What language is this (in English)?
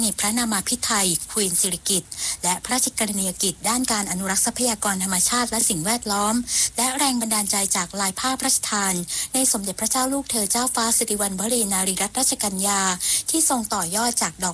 Thai